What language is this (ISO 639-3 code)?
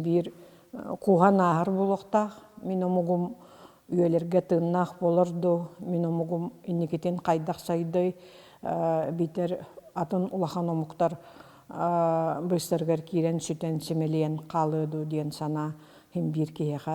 sah